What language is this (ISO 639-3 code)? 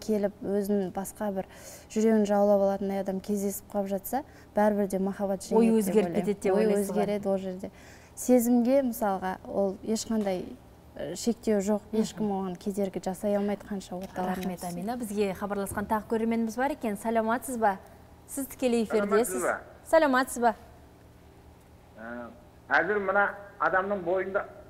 kaz